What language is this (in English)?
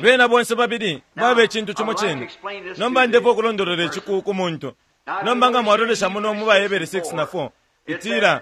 Bemba